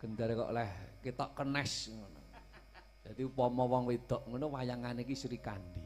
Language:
Javanese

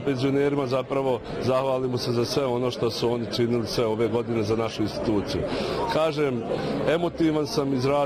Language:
Bosnian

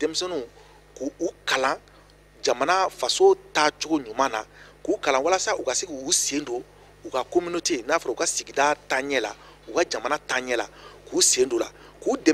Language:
Bambara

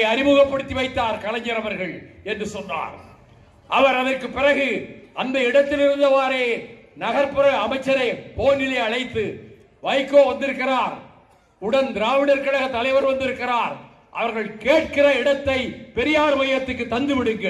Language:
Tamil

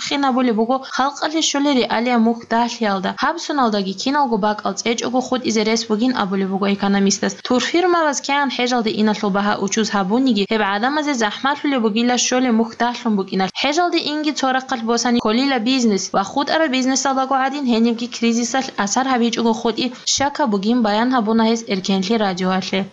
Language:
Avaric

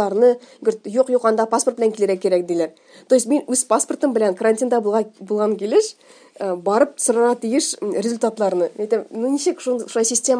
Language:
Tatar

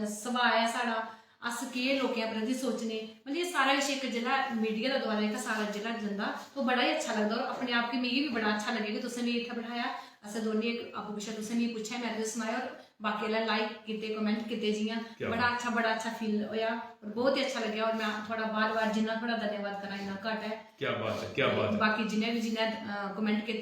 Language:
Dogri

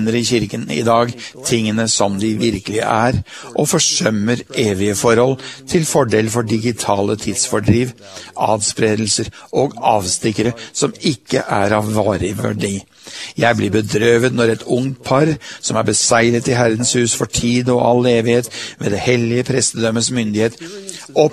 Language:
Norwegian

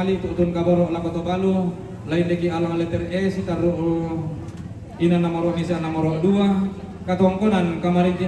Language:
Toraja-Sa'dan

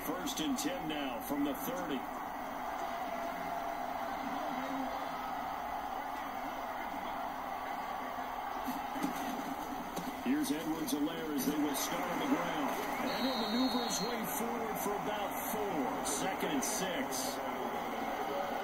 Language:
English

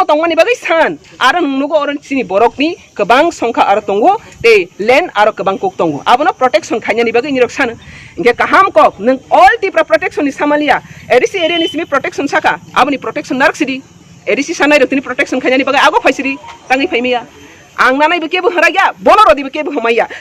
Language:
Kok Borok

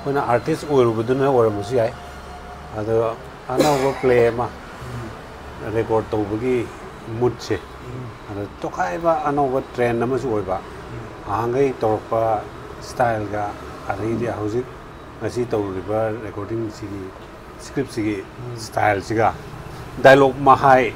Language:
Manipuri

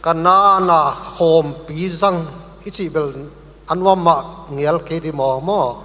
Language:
Paite Chin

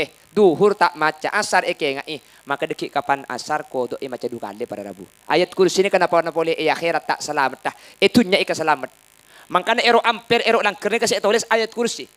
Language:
Madurese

